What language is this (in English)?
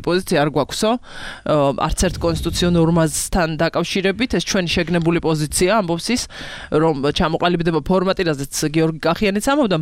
Georgian